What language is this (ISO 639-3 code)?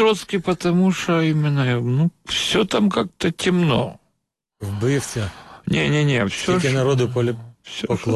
ukr